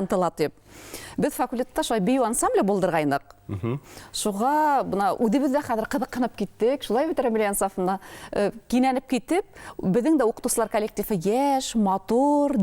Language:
Bashkir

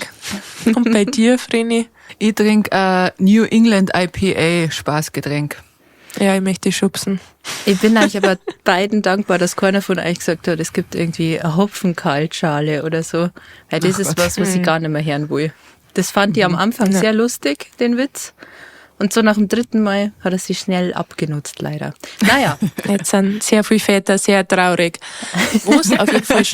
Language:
Bavarian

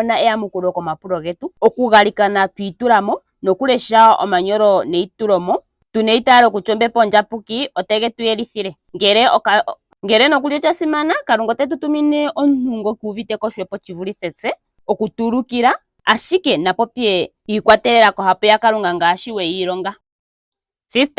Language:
Ndonga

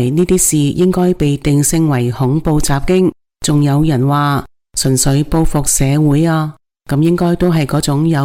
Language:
Cantonese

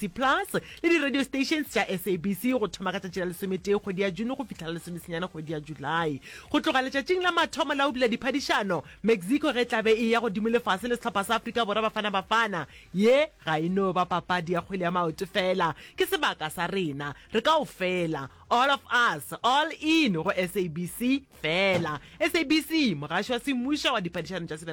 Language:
Northern Sotho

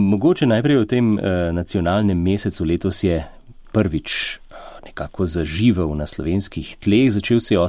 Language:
Slovenian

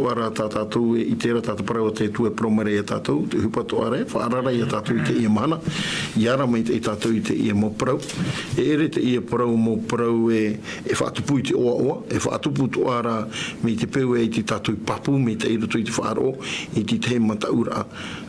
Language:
Tahitian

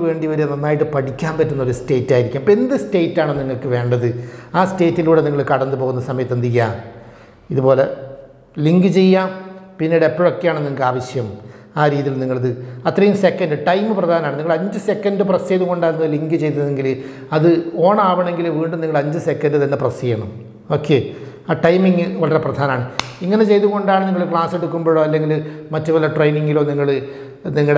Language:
Malayalam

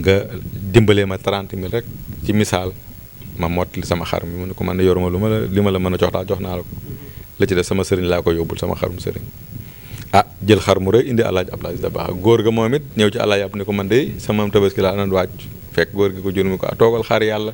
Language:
Wolof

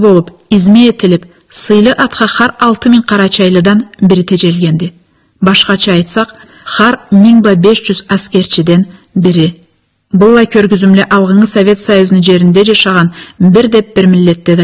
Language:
Karachay-Balkar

